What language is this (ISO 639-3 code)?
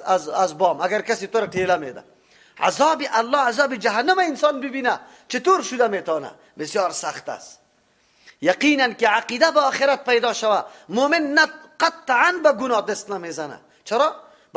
fas